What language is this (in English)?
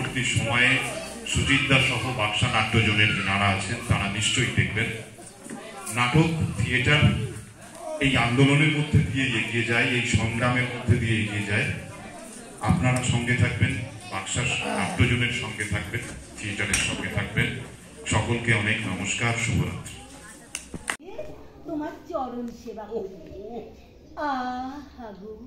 Bangla